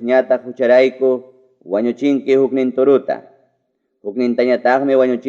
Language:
Ayacucho Quechua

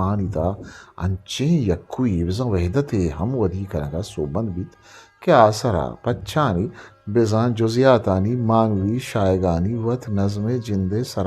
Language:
Eastern Balochi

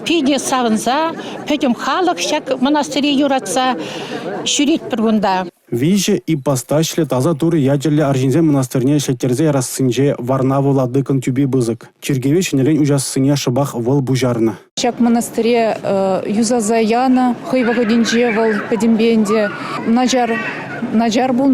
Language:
Chuvash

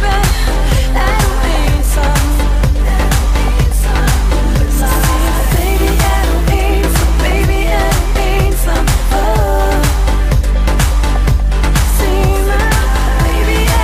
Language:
Danish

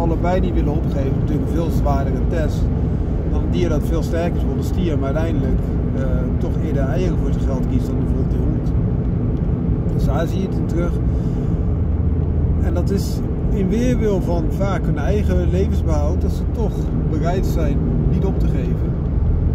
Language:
Dutch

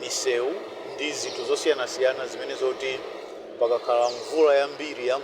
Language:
Nyanja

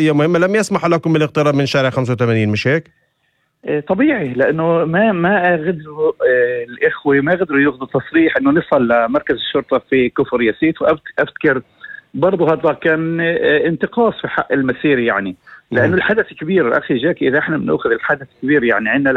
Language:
North Levantine Arabic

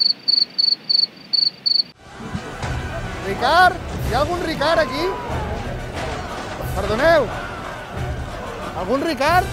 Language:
Catalan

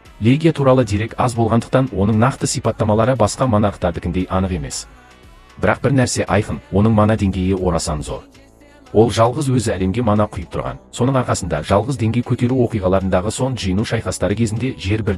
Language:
Kazakh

